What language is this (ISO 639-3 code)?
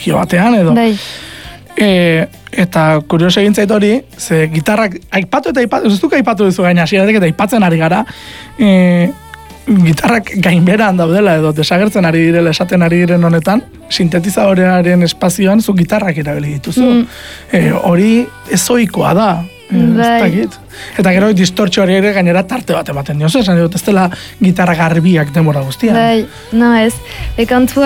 eus